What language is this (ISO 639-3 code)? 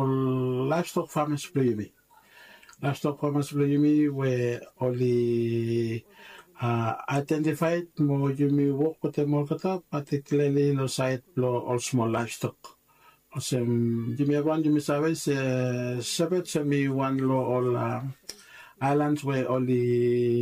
bis